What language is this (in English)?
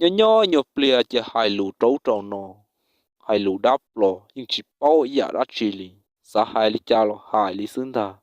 Hmong